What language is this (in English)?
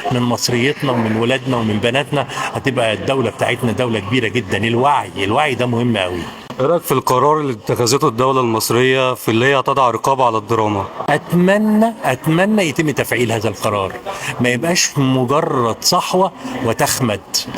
Egyptian Arabic